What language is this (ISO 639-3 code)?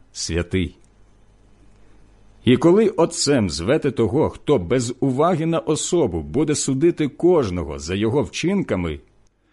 ukr